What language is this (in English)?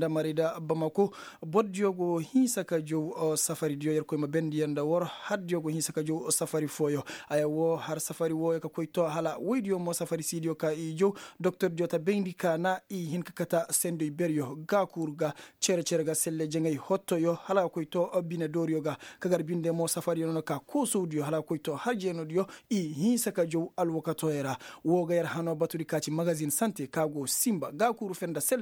Koyraboro Senni